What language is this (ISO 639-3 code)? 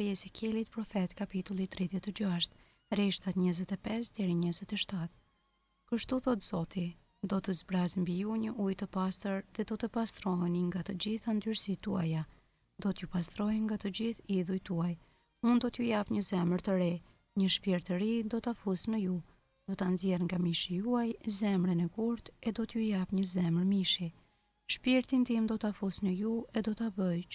sqi